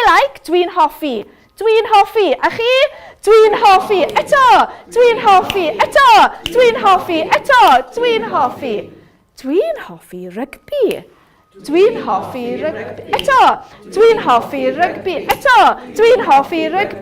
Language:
Welsh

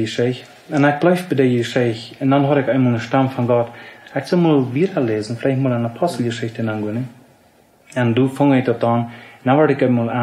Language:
Plautdietsch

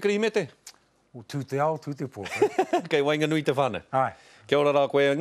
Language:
Māori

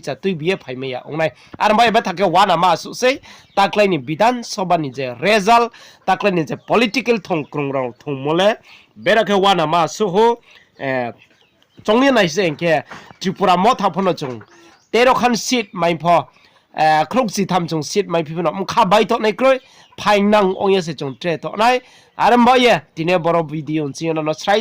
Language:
Riang (India)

